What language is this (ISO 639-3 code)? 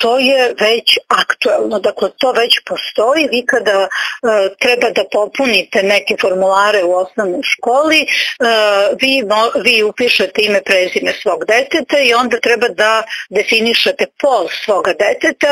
srp